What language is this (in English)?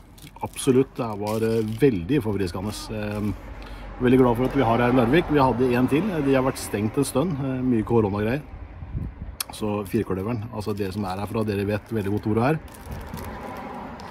Norwegian